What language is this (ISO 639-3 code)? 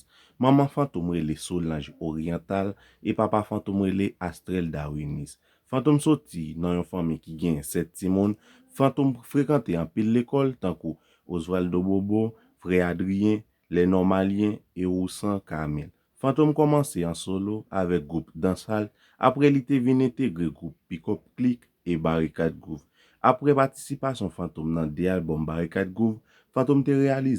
hat